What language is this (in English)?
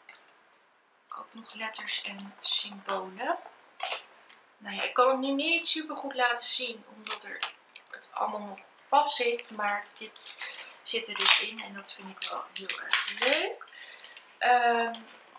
Dutch